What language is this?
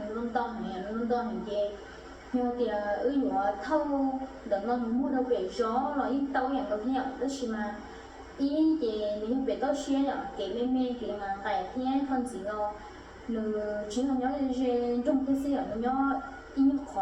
Hmong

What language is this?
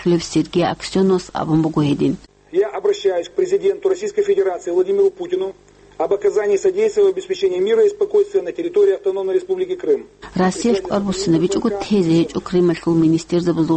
Avaric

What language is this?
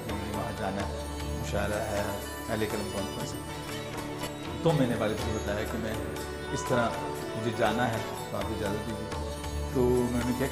Urdu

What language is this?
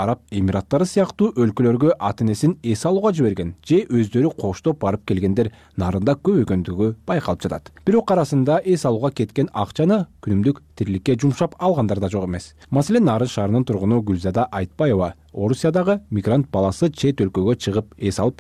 Kyrgyz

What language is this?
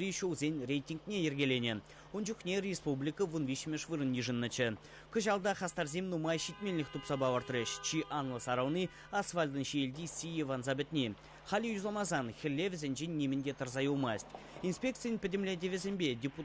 Chuvash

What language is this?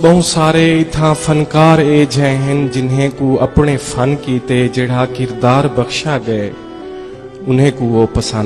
Saraiki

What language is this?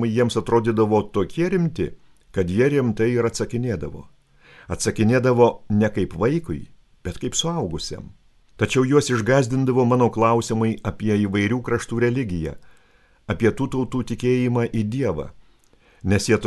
Lithuanian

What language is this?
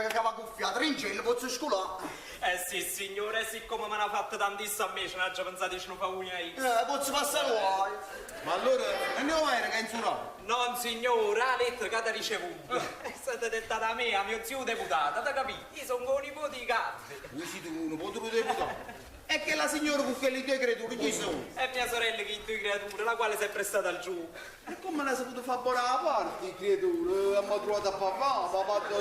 Neapolitan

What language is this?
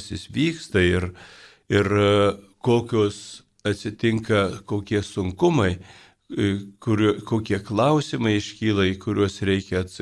Lithuanian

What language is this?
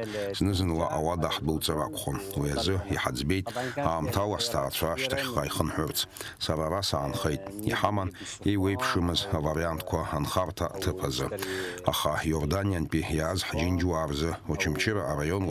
Abkhazian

